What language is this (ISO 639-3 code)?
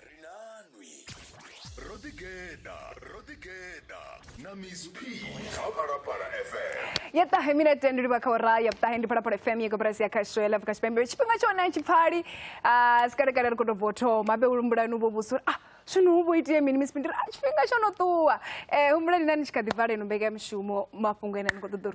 ven